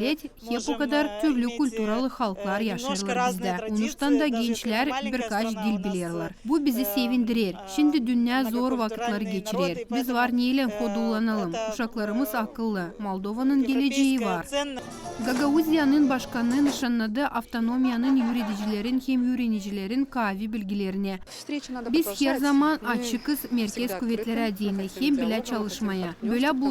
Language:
Gagauz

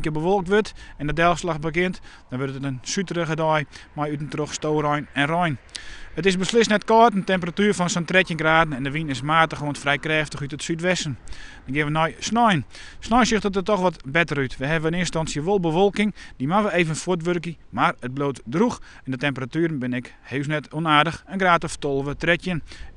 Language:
Western Frisian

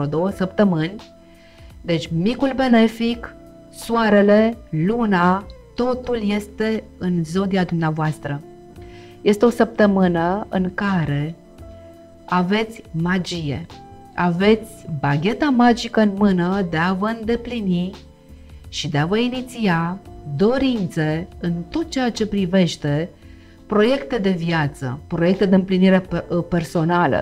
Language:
Romanian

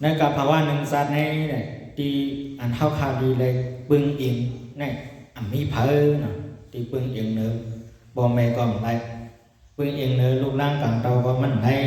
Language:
Shan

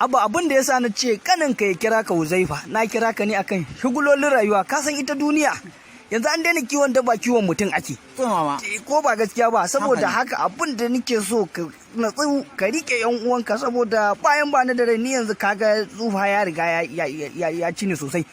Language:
Hausa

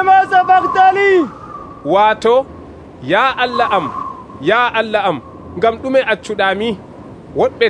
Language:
Nigerian Fulfulde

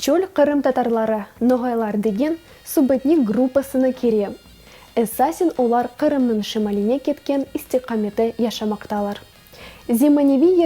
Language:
Crimean Tatar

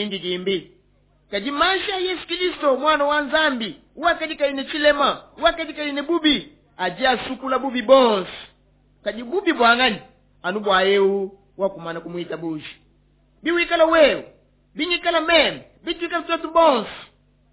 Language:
Luba-Lulua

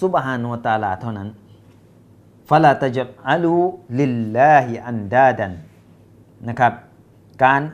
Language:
Thai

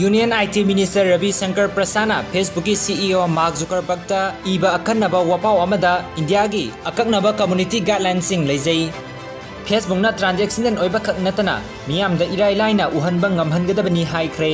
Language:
Manipuri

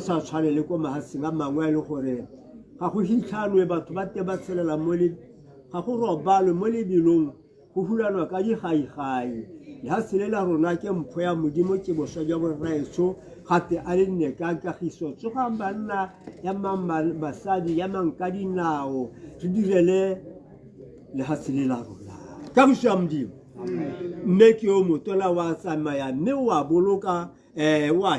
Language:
Tswana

